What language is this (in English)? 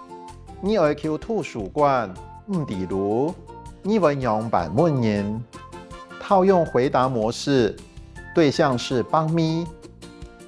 Hakka Chinese